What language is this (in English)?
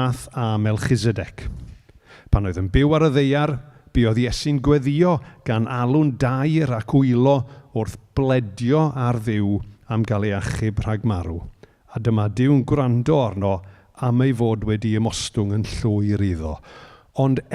Welsh